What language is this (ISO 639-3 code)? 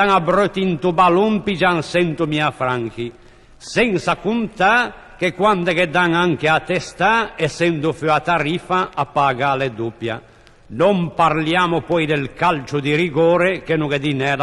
lij